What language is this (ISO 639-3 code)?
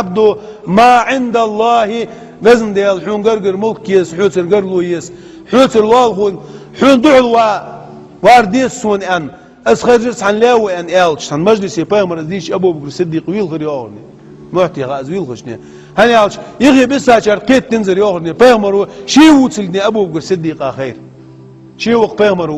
inh